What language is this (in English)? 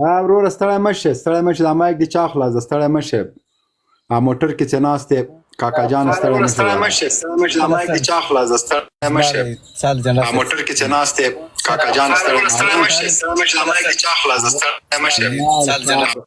Pashto